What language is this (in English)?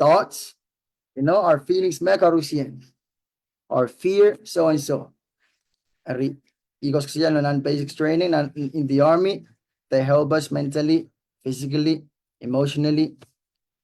Pohnpeian